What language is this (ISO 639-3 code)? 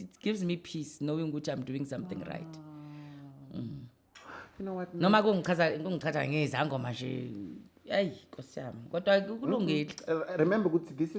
zul